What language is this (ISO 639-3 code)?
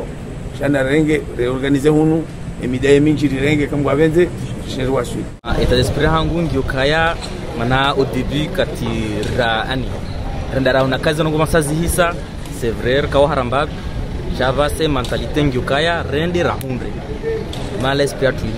zdj